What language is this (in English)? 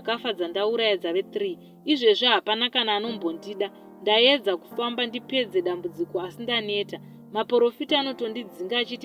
Shona